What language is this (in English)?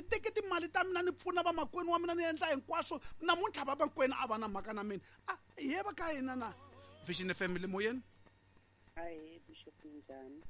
Tsonga